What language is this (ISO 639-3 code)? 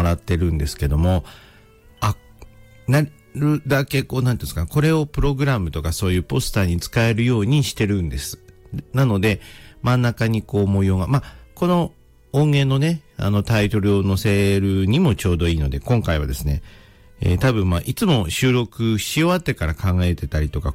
jpn